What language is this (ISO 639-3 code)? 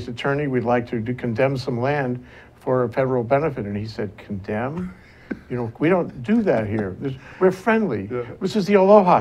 eng